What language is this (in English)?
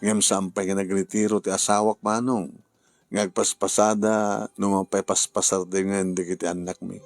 Iloko